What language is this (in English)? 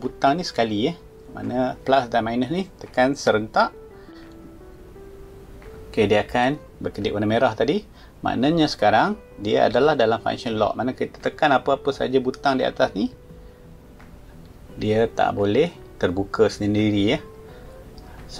Malay